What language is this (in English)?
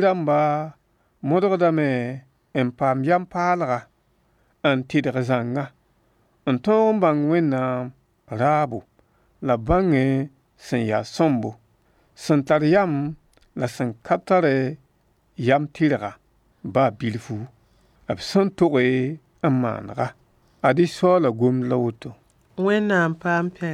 Mossi